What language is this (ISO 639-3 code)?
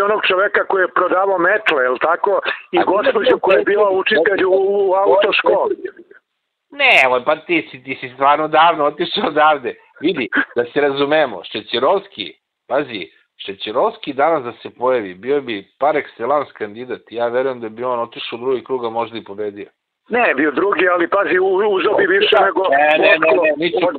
srp